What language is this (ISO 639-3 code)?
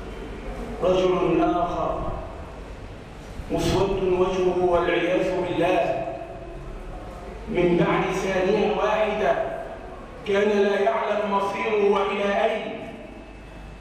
ara